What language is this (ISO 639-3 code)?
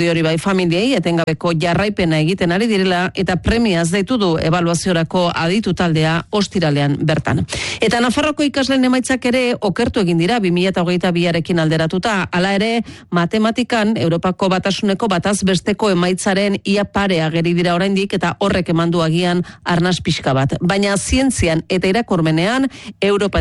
eus